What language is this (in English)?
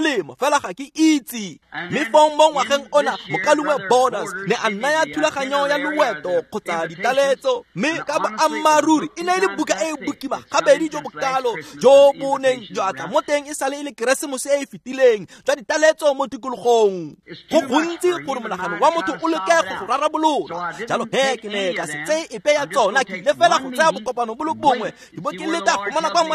Tswana